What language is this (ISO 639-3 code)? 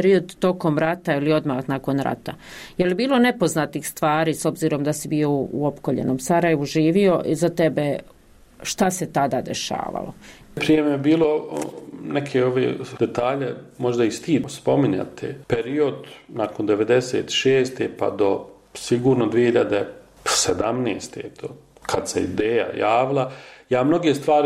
bos